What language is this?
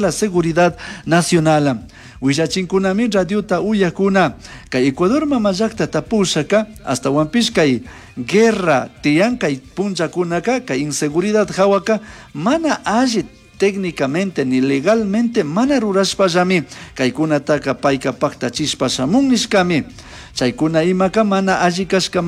Chimborazo Highland Quichua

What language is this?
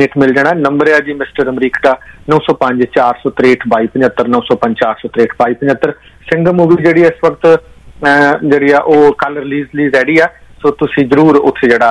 Punjabi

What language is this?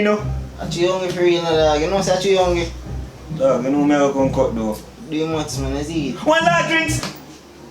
Jamaican Creole English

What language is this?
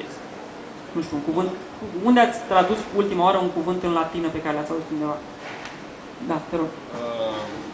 Romanian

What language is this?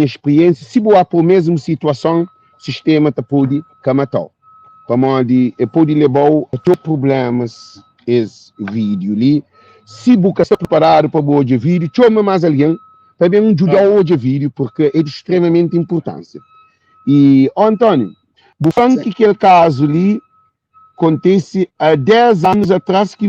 Kabuverdianu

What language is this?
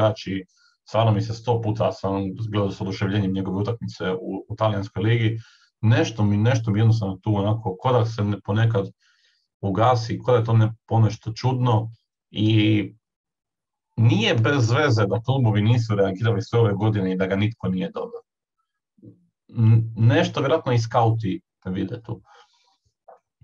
Croatian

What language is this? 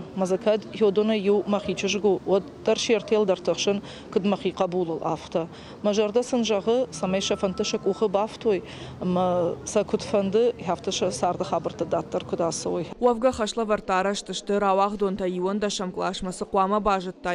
Ossetic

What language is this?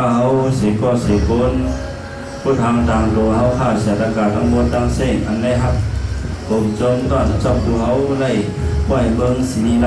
Shan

